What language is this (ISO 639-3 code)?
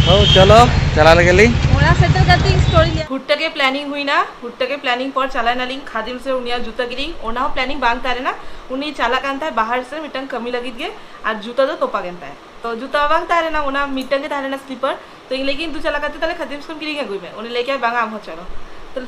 sat